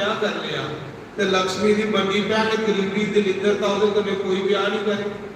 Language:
Dogri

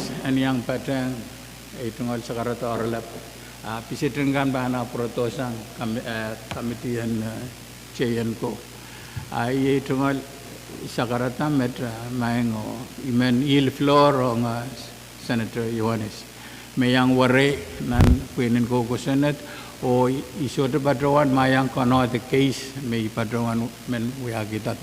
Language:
Pohnpeian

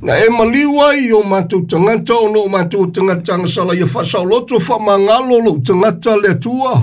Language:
Samoan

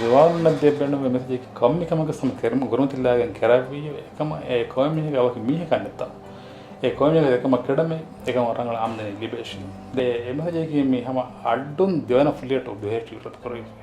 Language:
Divehi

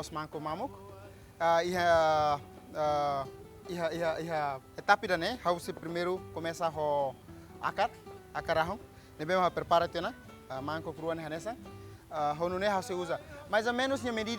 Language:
Tetum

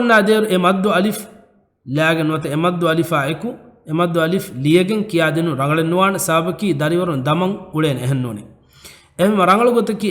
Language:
Divehi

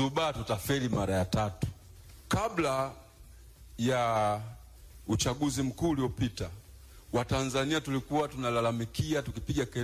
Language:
Swahili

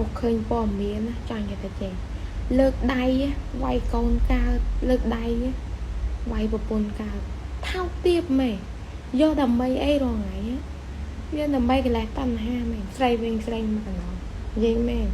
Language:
Khmer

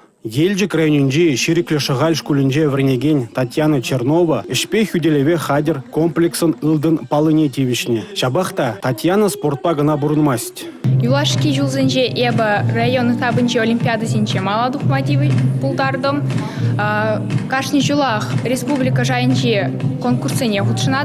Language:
Chuvash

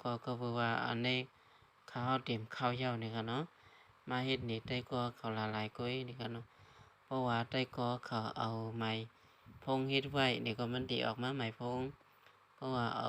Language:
Shan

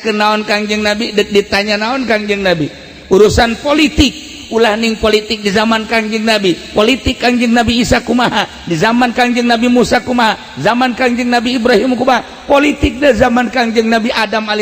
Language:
Sundanese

